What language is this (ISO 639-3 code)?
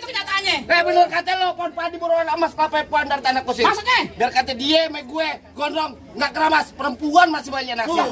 bew